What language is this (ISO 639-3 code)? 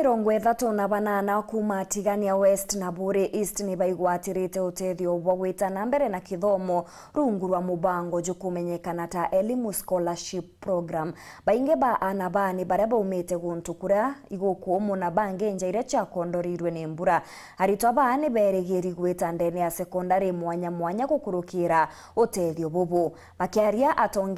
mer